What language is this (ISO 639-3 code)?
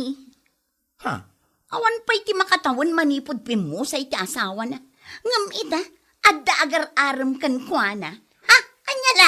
ilo